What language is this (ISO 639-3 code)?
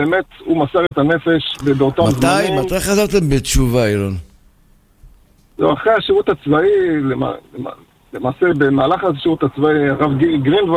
heb